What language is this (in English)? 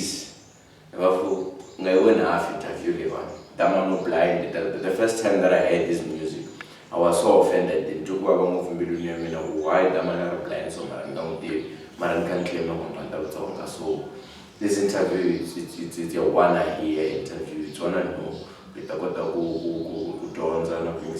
Tsonga